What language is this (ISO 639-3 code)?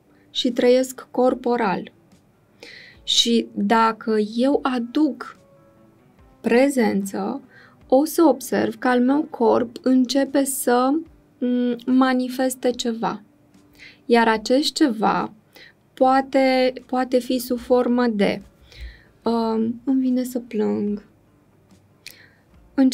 ron